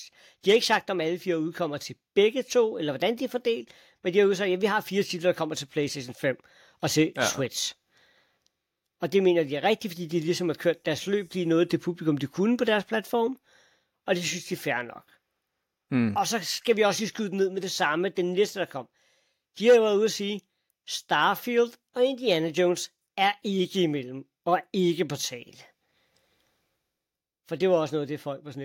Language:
Danish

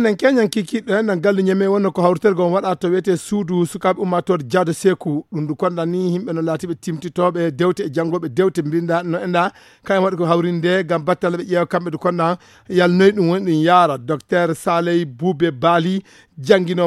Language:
Fula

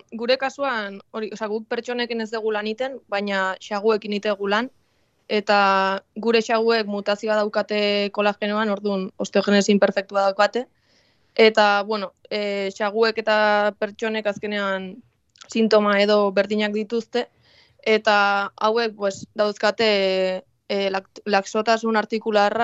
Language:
Basque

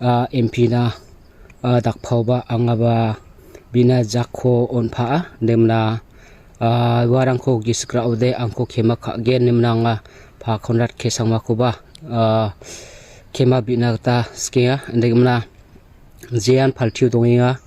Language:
Garo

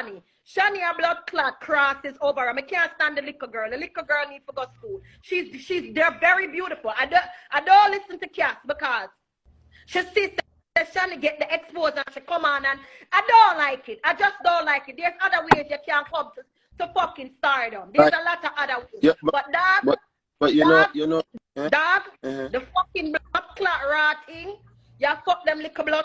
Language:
Jamaican Creole English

